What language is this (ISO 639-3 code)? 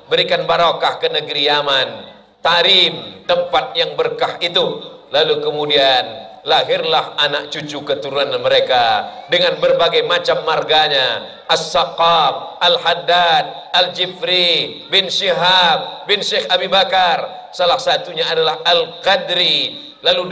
ind